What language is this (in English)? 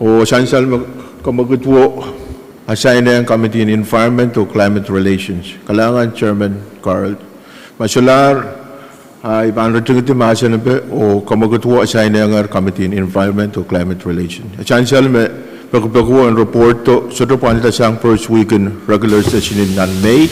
Pohnpeian